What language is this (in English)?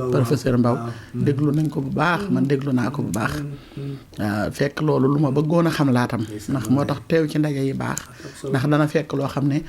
Wolof